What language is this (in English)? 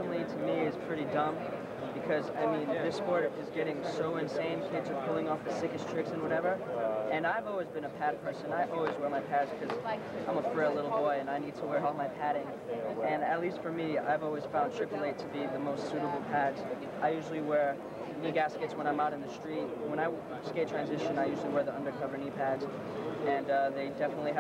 English